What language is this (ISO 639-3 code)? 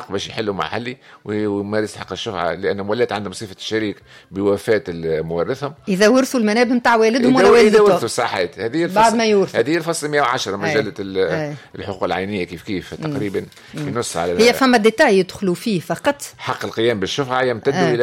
aeb